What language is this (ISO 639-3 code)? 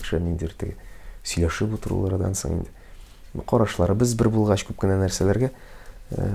tat